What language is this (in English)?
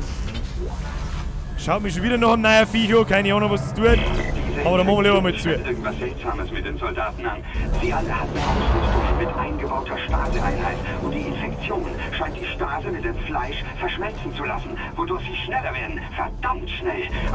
Bavarian